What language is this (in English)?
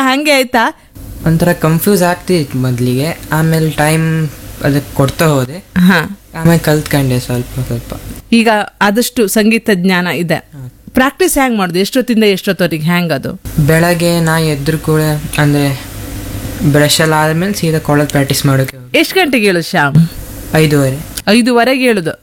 Kannada